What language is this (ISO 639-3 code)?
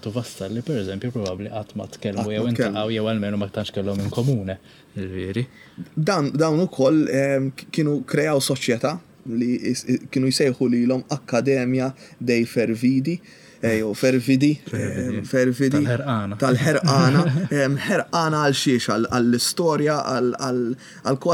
mlt